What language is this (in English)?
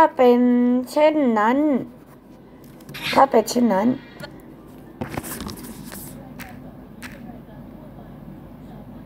Thai